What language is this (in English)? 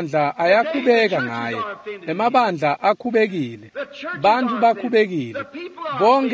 Swati